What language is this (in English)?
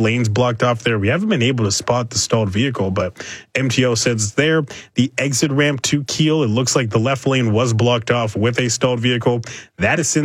English